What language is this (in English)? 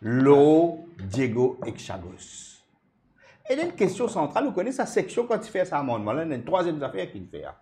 Morisyen